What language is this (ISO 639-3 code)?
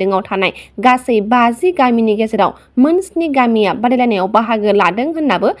brx